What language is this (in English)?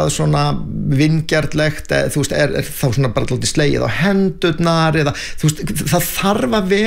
Icelandic